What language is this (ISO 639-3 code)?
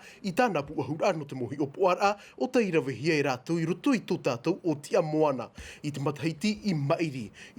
tah